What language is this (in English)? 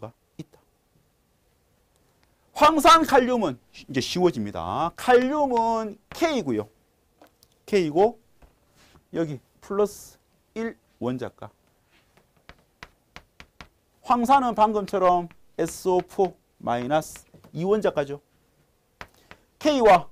Korean